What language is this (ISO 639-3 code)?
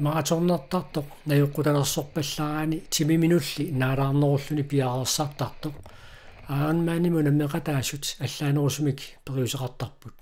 kal